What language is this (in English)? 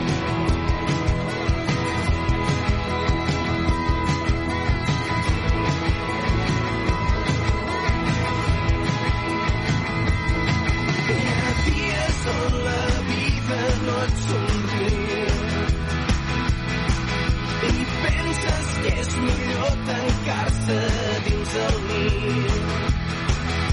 Catalan